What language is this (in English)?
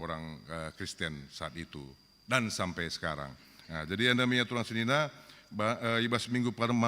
Batak Karo